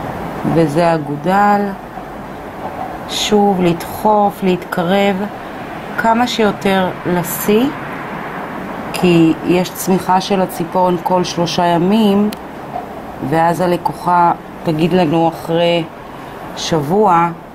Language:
Hebrew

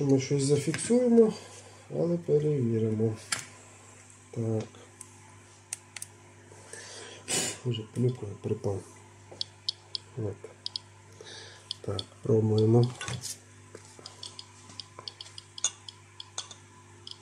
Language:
Ukrainian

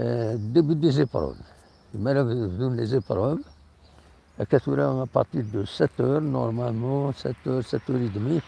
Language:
Kabyle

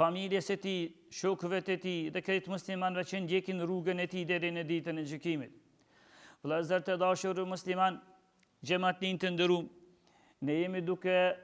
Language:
Albanian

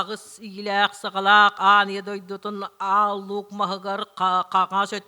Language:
Yakut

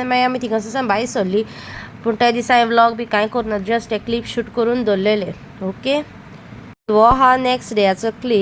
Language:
Konkani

